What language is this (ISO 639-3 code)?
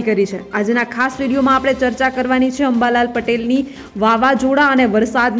guj